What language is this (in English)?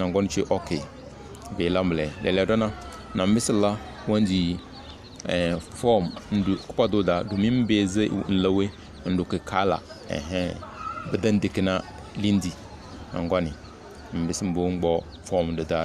Tem